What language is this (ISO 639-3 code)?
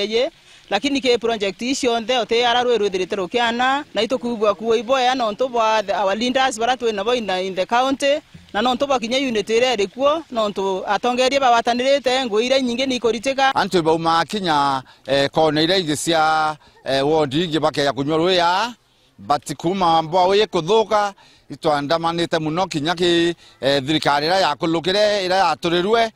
mer